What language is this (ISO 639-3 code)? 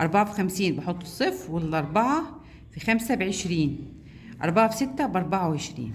arz